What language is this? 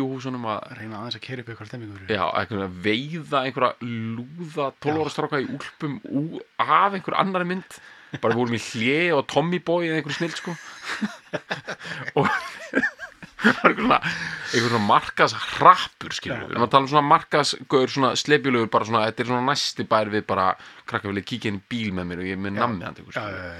Icelandic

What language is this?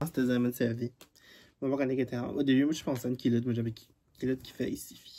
Morisyen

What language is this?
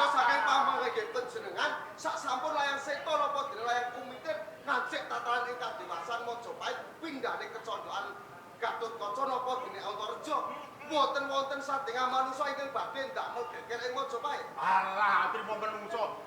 Javanese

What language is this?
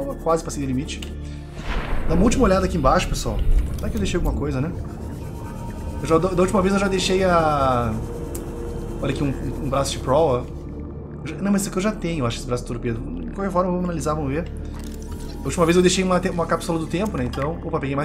Portuguese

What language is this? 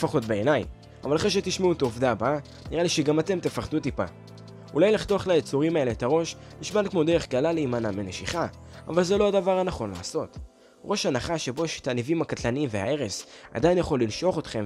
Hebrew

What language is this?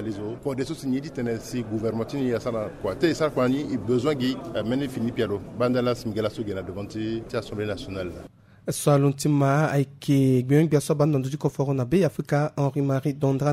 Sango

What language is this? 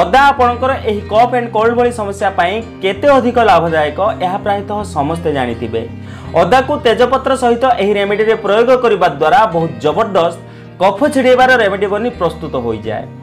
Odia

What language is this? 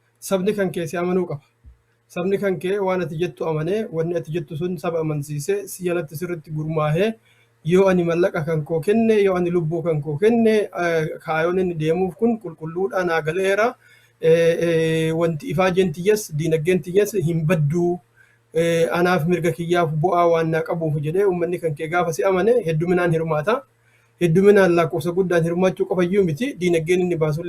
Oromo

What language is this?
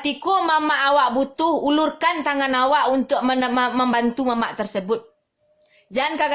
Minangkabau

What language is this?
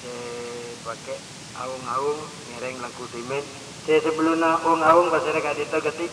Madurese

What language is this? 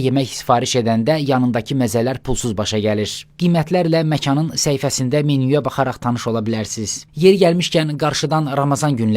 Azerbaijani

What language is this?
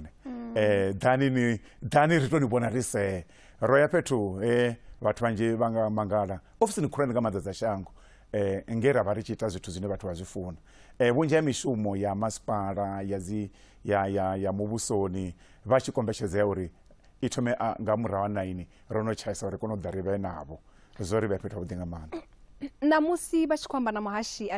Venda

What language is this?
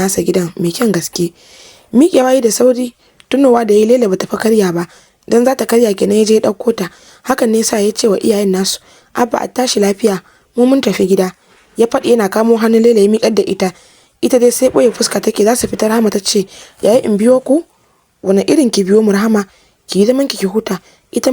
Hausa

